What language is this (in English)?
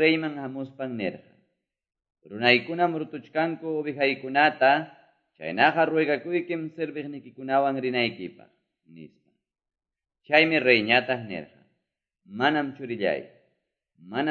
Quechua